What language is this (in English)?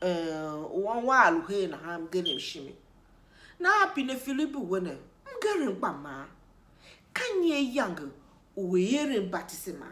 Tiv